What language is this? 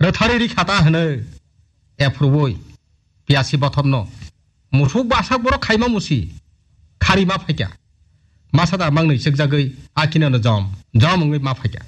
Kok Borok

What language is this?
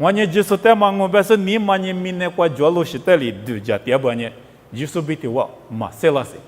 Lisu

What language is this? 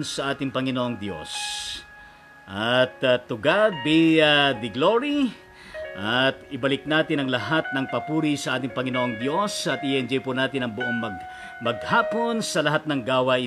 Filipino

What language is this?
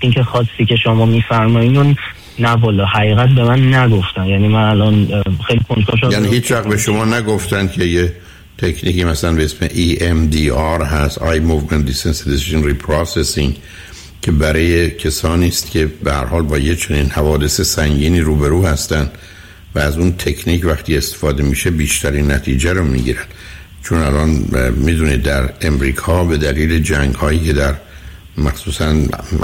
Persian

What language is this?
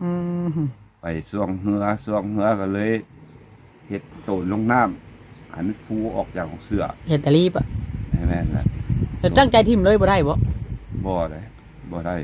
Northeastern Thai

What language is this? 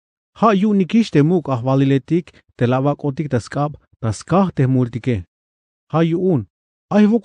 Tzeltal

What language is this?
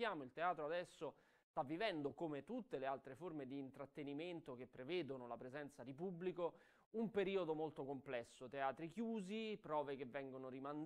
Italian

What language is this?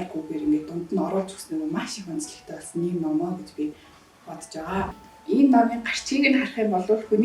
Mongolian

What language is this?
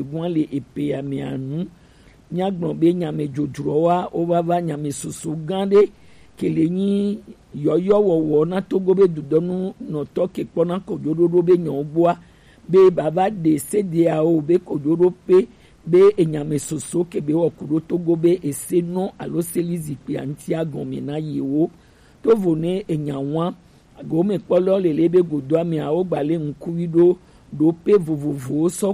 Gen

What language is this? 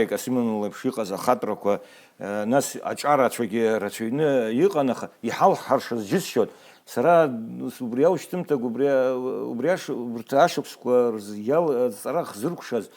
Abkhazian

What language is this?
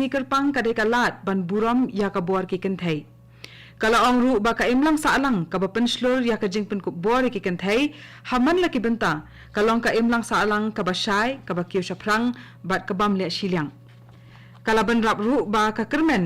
Khasi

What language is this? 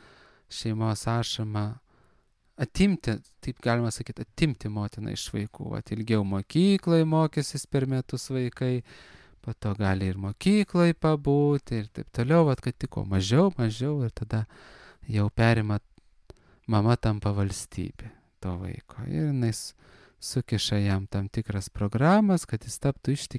Lithuanian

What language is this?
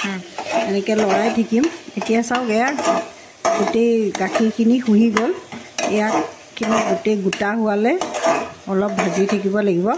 Assamese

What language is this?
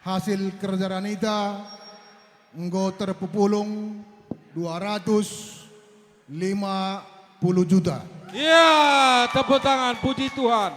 Batak Karo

